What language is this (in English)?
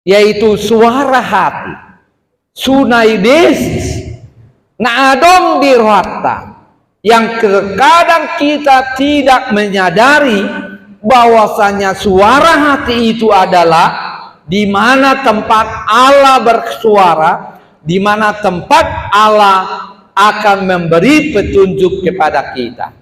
Batak Toba